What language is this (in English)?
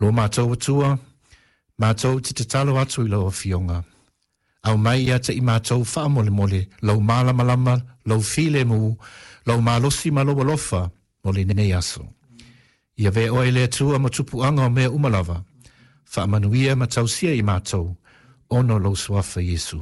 Samoan